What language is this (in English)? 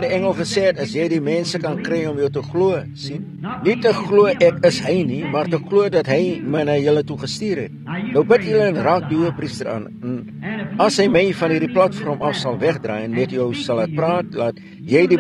Afrikaans